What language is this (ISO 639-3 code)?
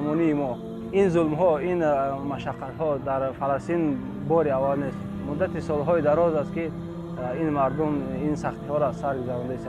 tgk